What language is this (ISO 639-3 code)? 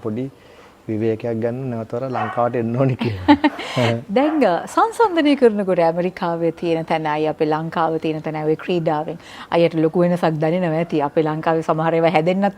sin